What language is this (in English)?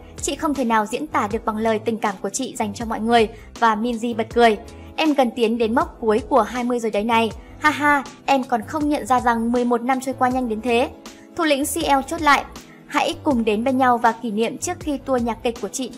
Vietnamese